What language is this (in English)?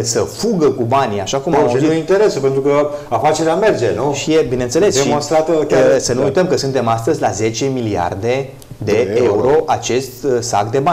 Romanian